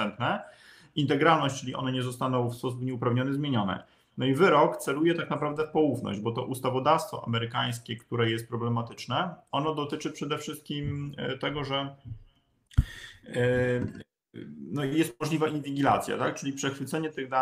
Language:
Polish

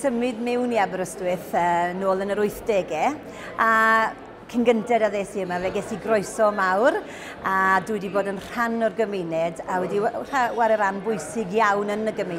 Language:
Welsh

